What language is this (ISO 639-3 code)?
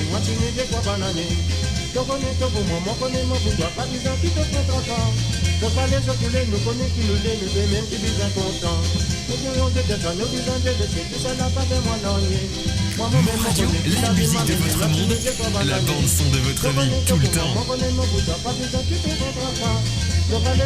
mfe